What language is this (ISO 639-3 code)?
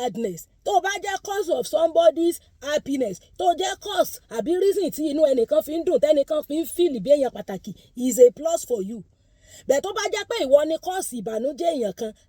yor